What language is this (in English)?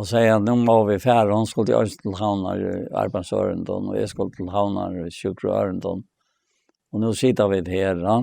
Faroese